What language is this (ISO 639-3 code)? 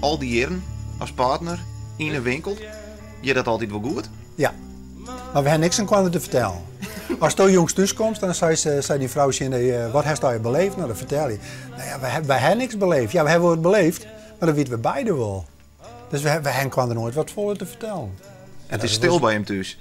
fry